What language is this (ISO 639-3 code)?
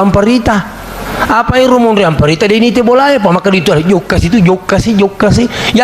bug